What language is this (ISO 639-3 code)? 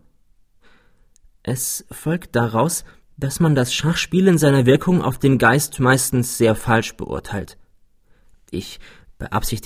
deu